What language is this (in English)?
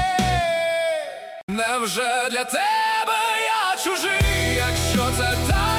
Ukrainian